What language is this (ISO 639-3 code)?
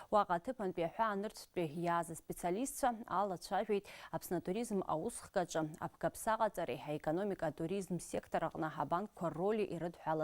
abk